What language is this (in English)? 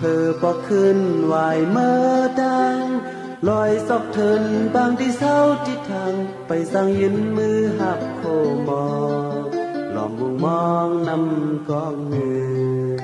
Shan